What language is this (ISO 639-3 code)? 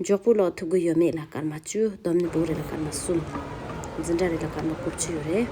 bod